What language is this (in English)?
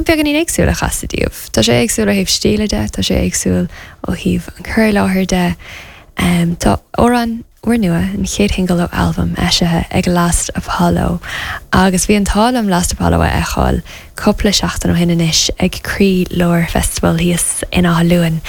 Irish